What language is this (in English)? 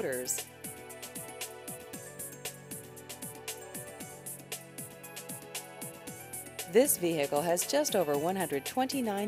English